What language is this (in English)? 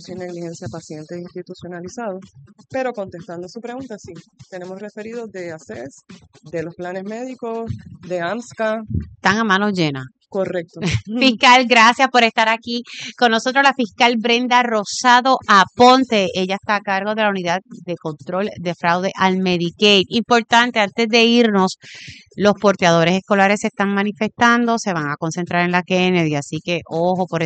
Spanish